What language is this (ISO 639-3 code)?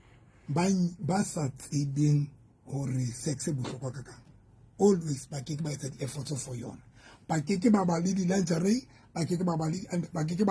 sot